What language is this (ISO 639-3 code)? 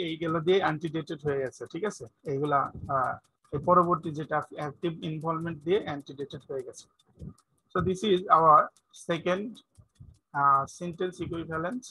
ben